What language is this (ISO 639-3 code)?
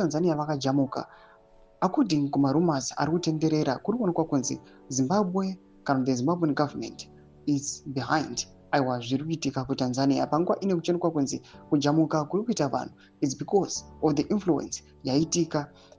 sna